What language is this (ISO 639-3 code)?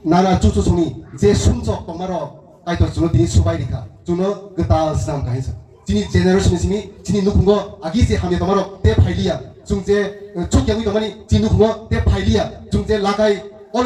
trp